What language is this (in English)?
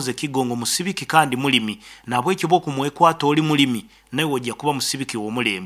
Nyankole